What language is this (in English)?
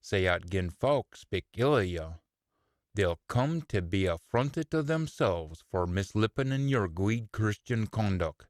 Scots